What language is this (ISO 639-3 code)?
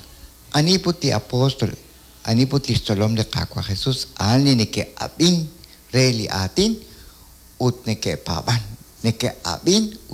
kek